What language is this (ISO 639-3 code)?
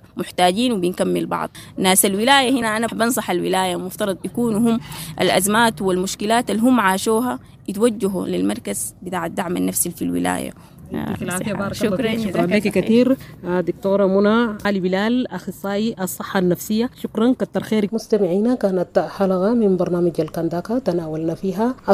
apd